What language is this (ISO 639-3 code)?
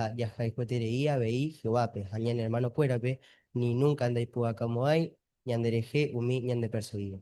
grn